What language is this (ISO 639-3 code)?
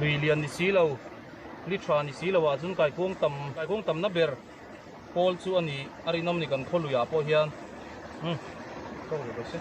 lus